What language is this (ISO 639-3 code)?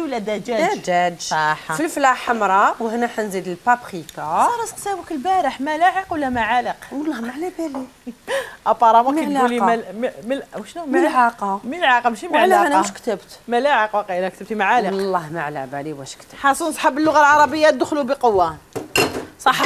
arq